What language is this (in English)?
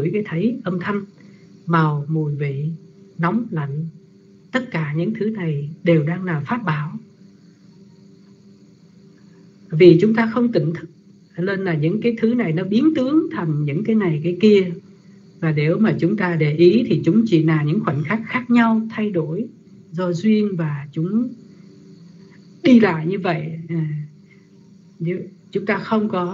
Vietnamese